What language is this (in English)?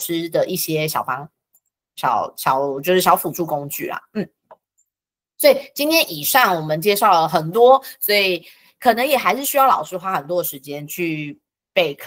Chinese